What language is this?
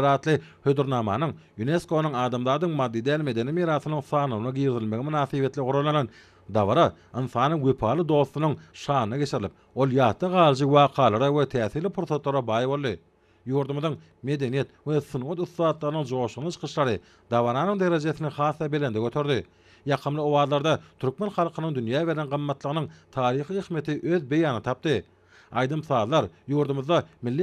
Turkmen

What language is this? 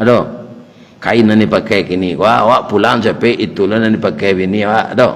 Minangkabau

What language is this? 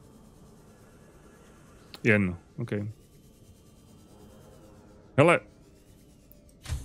Czech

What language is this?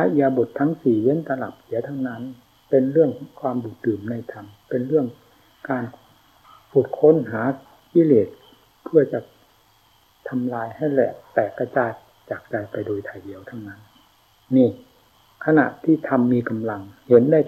Thai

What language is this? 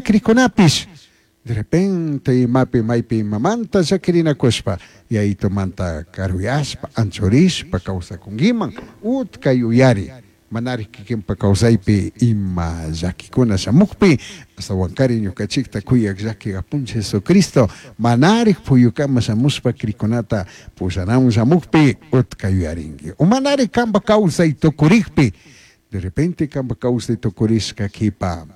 Chimborazo Highland Quichua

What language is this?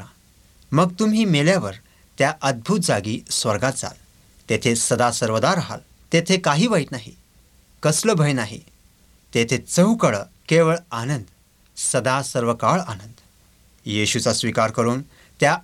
Marathi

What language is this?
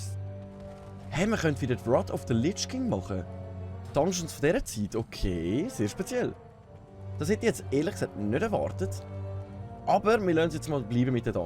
Swiss German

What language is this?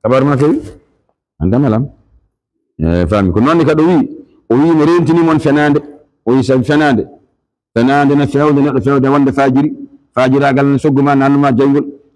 Fula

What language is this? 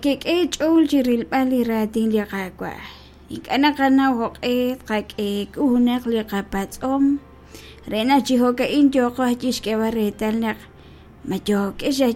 Kekchí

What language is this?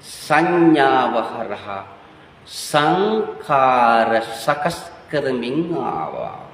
Sinhala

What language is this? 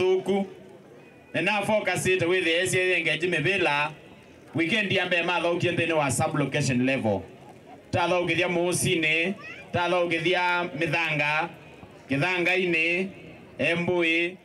Kamba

